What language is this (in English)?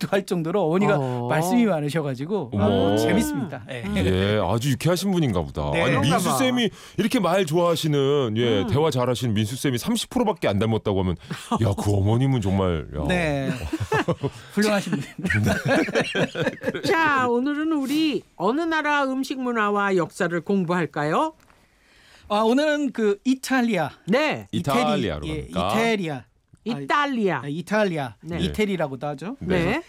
Korean